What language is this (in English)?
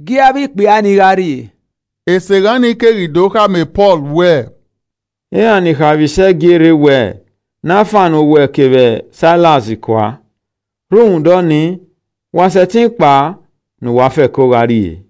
Esan